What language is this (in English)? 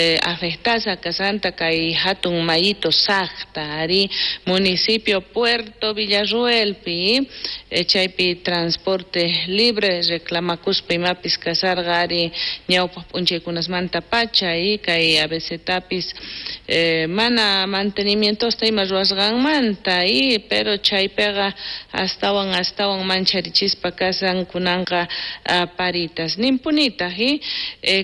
South Bolivian Quechua